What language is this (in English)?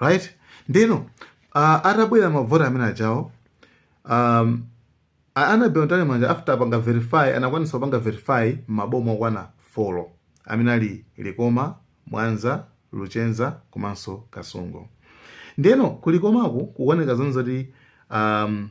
Nyanja